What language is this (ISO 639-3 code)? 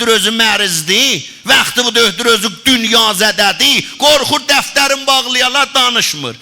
azb